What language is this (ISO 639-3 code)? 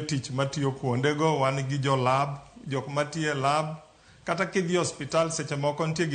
luo